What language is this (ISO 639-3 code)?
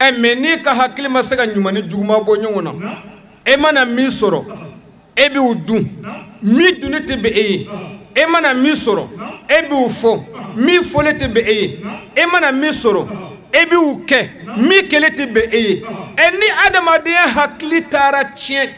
bam